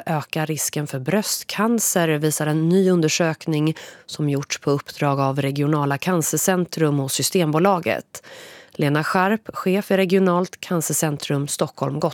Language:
Swedish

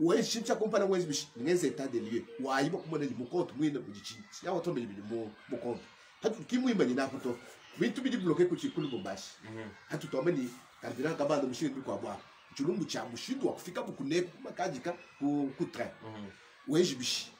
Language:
Luba-Lulua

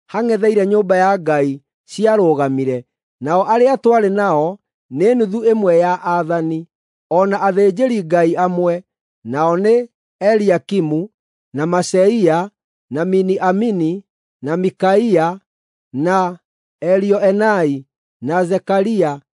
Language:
Kikuyu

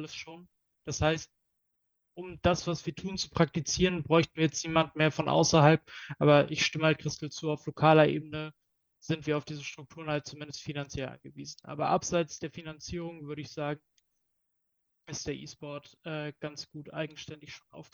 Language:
German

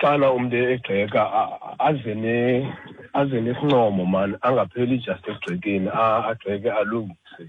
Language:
Xhosa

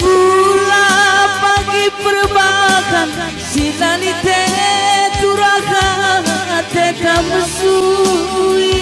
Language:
Batak Karo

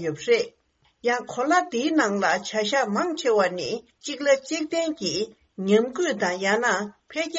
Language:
Tibetan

